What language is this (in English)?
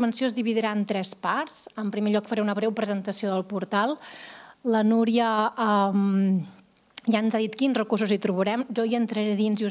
Catalan